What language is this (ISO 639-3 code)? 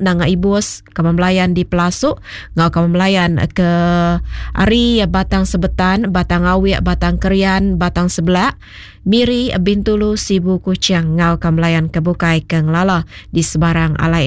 iba